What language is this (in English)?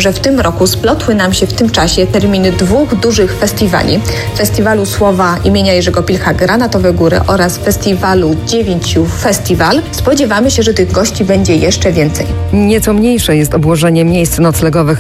Polish